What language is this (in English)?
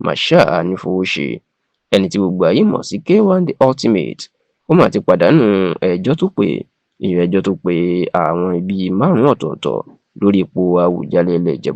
Yoruba